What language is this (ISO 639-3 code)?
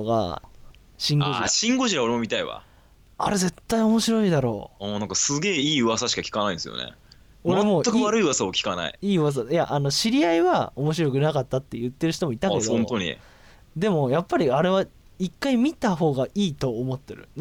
jpn